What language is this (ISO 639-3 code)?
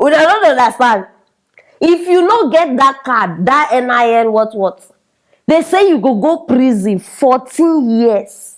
pcm